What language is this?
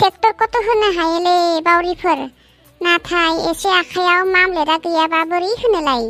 Bodo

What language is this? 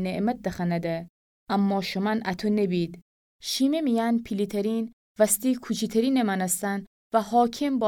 Gilaki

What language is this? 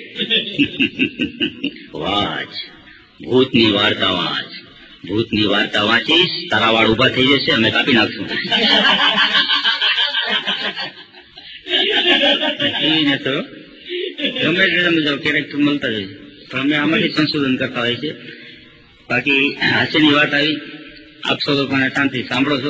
Gujarati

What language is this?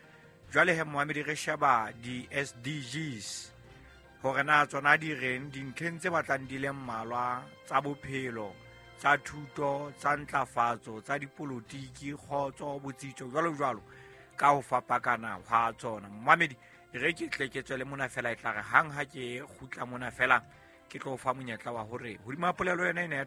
Southern Sotho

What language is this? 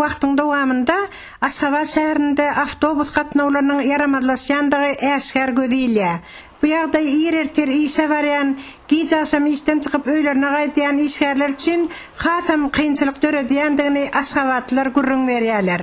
Turkmen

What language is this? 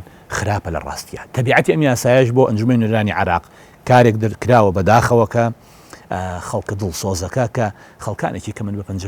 Central Kurdish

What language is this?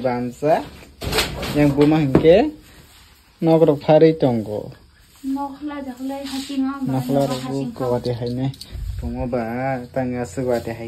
Kok Borok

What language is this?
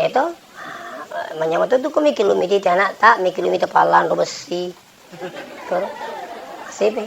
Buginese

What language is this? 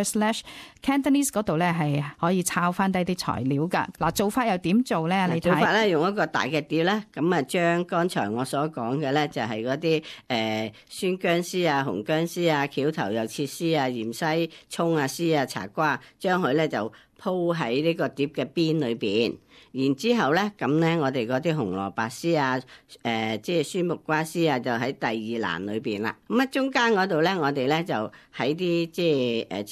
Cantonese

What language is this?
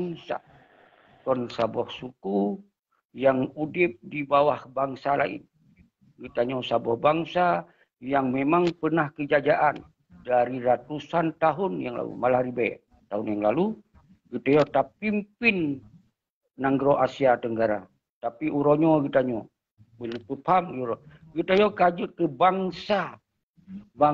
Achinese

